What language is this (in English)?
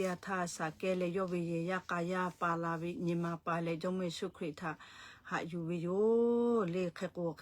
Lahu